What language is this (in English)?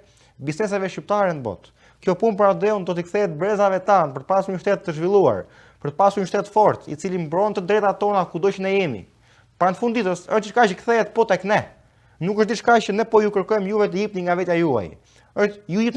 Albanian